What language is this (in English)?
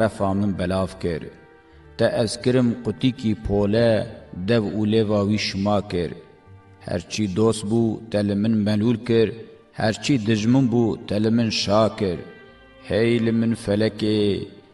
Kurdish